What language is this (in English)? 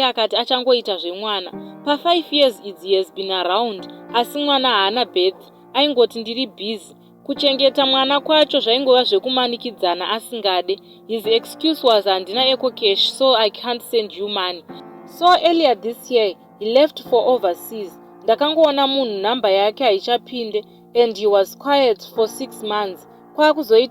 Shona